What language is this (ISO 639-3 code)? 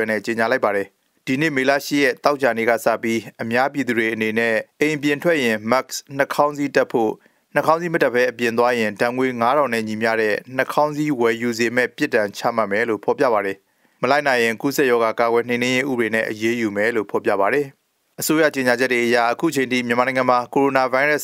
mya